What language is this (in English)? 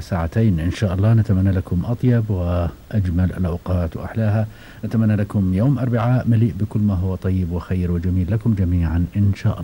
Gulf Arabic